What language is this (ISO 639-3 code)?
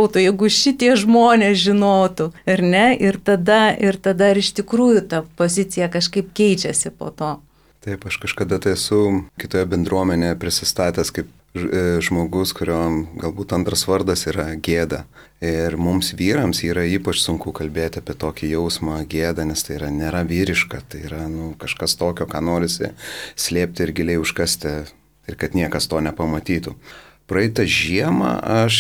lit